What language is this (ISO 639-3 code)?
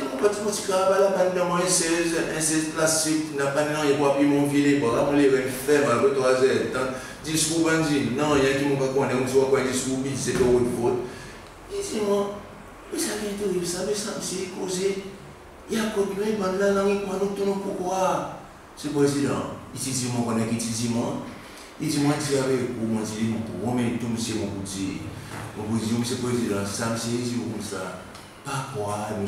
crs